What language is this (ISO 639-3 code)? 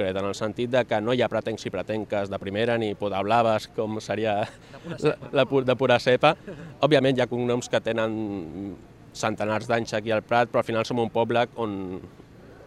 cat